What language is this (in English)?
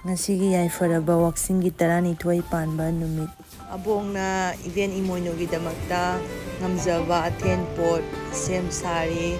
Manipuri